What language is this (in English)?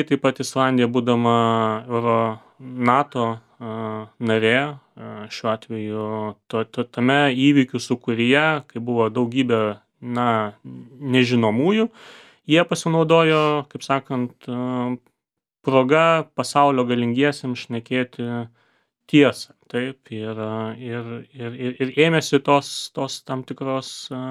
Lithuanian